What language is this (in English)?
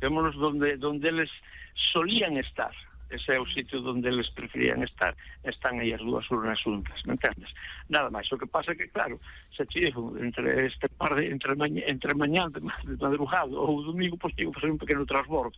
Galician